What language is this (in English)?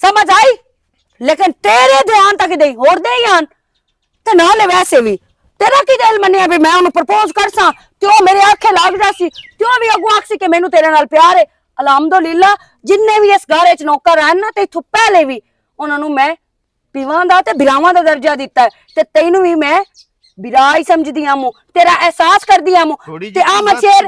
Western Panjabi